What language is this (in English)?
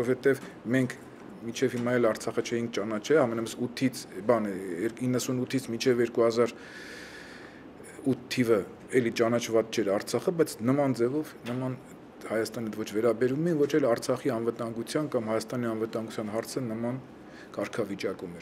Armenian